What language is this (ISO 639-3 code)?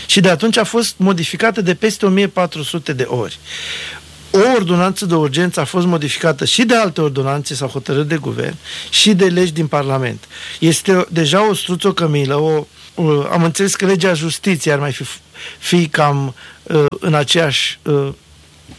ron